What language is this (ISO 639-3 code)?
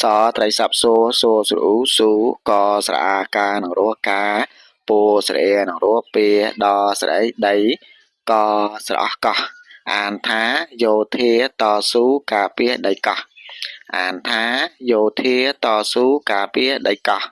khm